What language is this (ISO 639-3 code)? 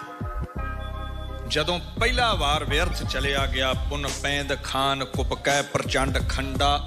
pan